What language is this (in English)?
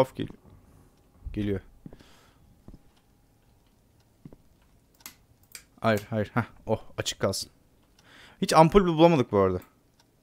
Turkish